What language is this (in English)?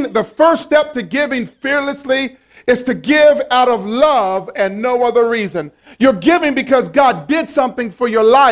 English